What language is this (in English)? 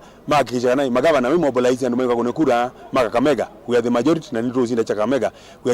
Kamba